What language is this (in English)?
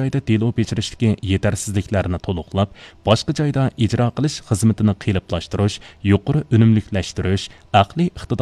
Uyghur